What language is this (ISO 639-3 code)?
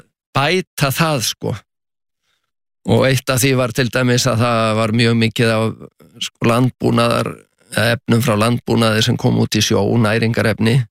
isl